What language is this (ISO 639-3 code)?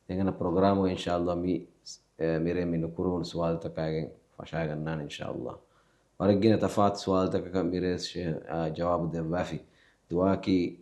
div